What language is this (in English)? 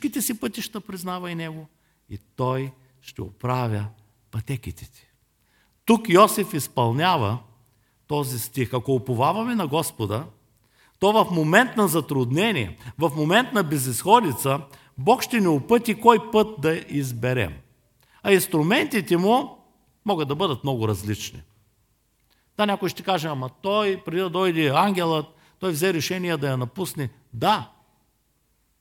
Bulgarian